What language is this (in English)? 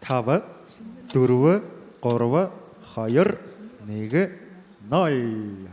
Buriat